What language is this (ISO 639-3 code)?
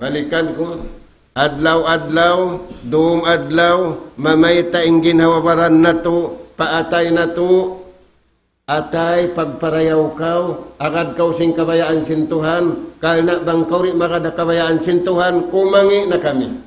tsg